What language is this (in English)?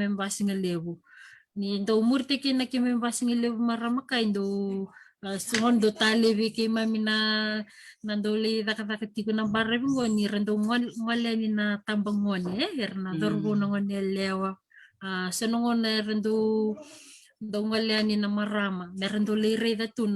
Fijian